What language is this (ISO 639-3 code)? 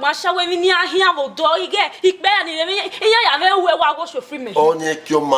bin